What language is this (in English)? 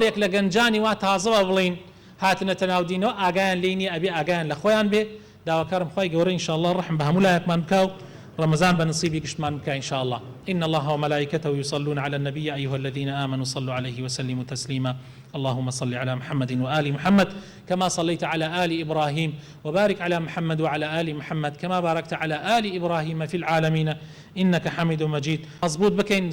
Central Kurdish